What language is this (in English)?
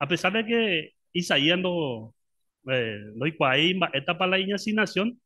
Guarani